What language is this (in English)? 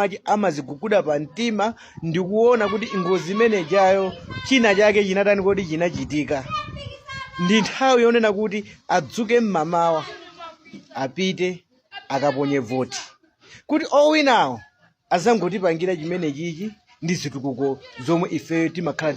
Nyanja